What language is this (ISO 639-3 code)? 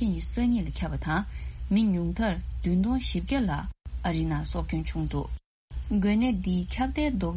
bod